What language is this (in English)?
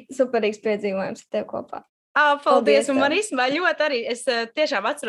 Latvian